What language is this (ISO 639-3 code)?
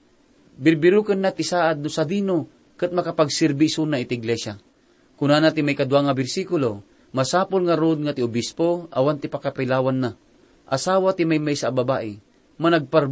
ilo